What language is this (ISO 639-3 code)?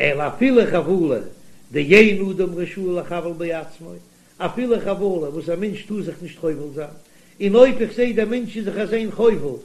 yid